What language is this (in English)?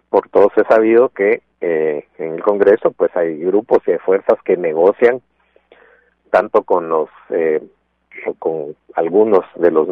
Spanish